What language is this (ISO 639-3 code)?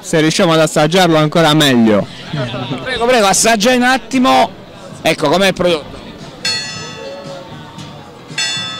ita